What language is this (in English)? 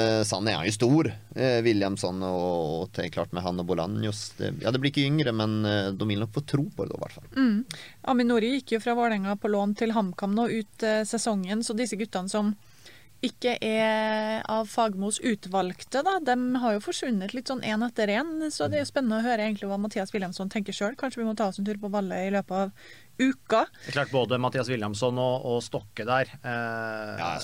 Norwegian